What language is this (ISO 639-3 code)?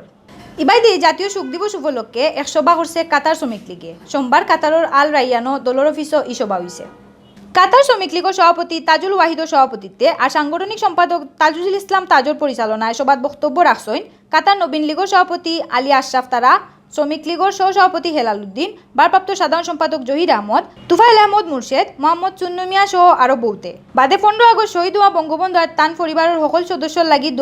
syl